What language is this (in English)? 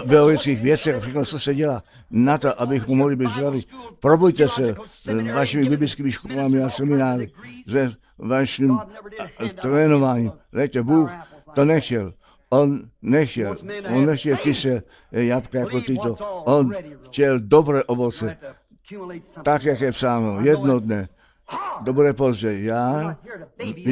Czech